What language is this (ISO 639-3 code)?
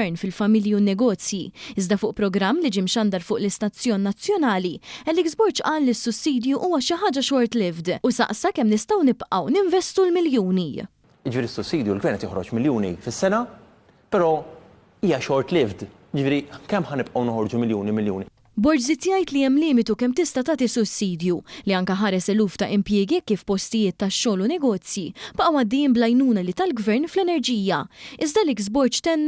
mlt